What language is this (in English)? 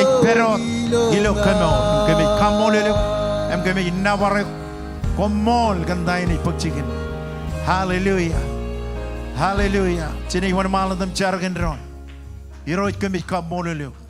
Marshallese